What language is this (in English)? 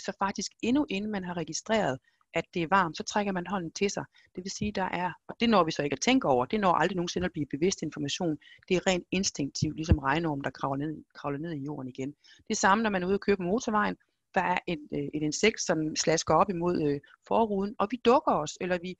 Danish